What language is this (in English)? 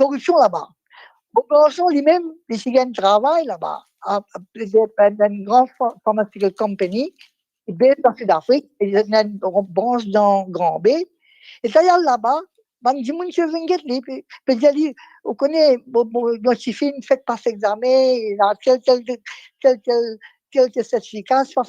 Morisyen